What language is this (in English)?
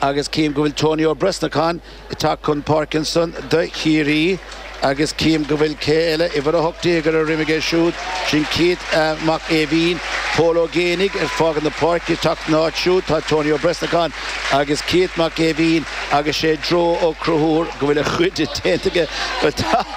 Irish